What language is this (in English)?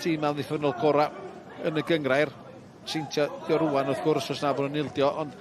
Welsh